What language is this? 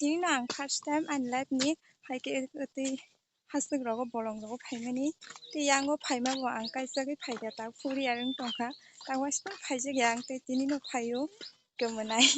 Kok Borok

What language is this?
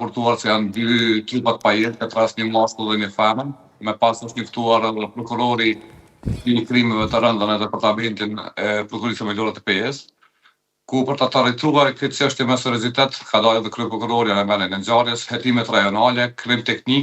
Albanian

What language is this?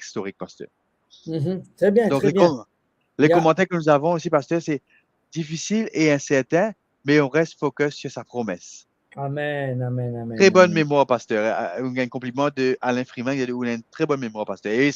Morisyen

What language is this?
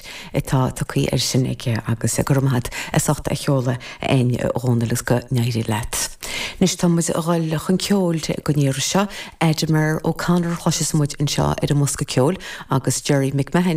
Irish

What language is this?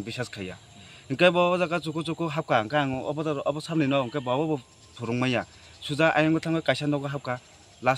Kok Borok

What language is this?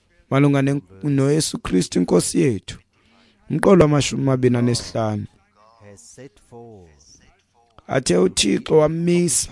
Xhosa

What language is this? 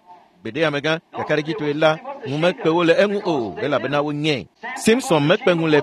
Ewe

